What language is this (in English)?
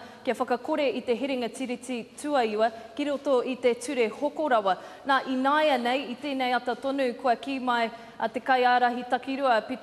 Māori